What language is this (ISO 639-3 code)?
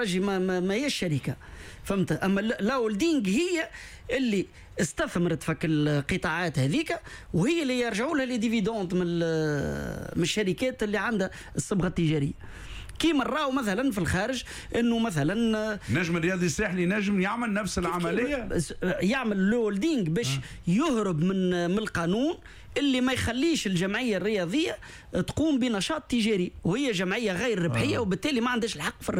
aeb